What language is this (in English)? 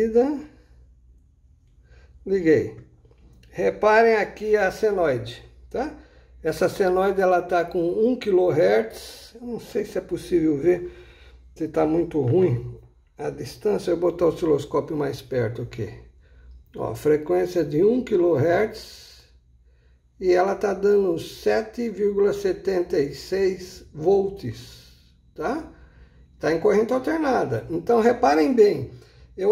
Portuguese